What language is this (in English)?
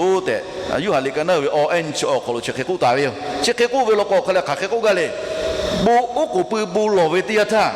Lahu